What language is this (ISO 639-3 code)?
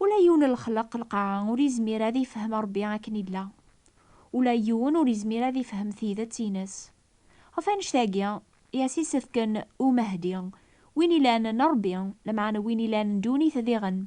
kab